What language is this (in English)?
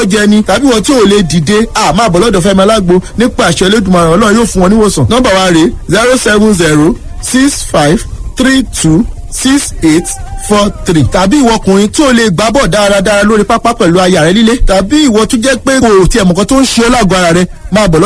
Yoruba